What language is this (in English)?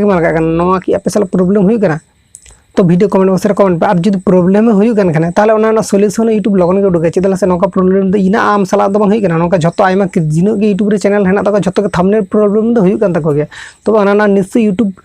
Santali